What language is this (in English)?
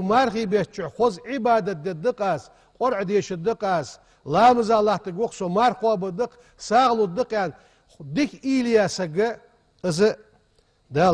Ingush